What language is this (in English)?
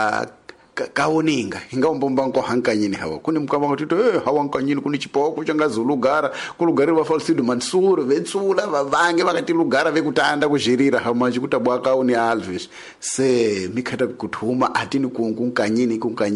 Tsonga